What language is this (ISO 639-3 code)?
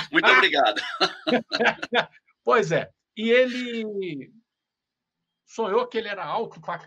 por